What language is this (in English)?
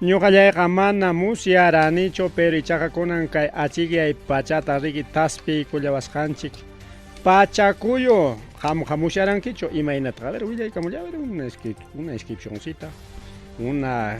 Ayacucho Quechua